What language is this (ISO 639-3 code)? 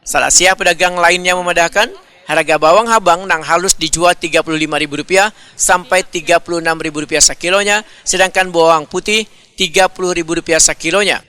bjn